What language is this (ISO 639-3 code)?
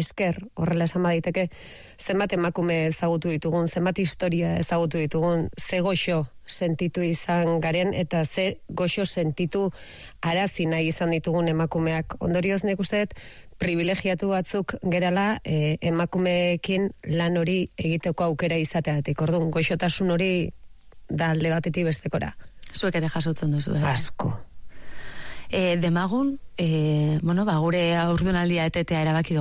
eus